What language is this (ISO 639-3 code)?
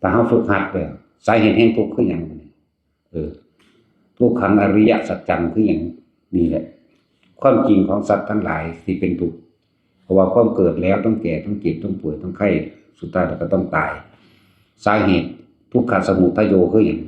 tts